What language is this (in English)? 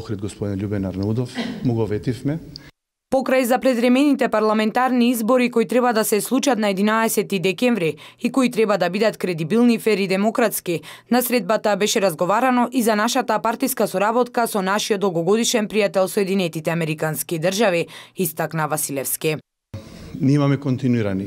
Macedonian